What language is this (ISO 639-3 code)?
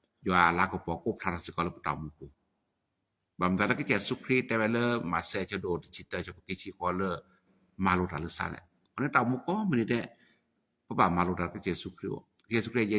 ksw